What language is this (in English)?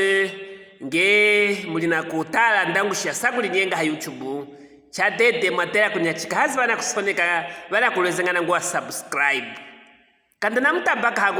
Luvale